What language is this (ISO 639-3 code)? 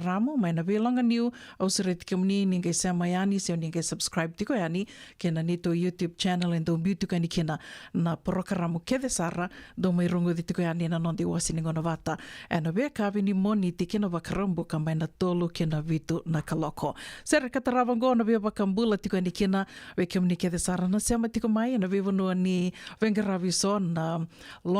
fij